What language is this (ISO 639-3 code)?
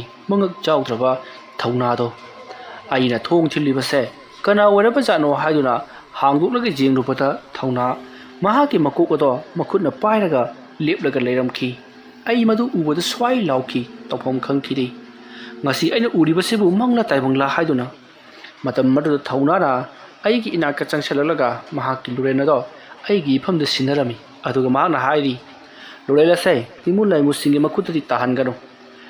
mni